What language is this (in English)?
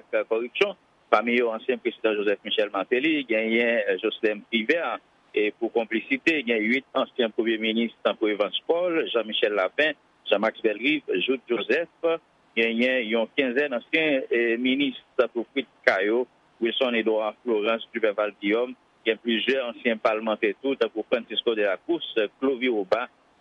Haitian Creole